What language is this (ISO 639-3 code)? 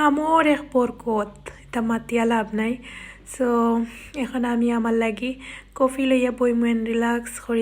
syl